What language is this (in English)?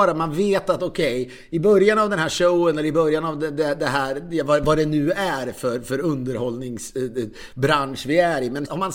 Swedish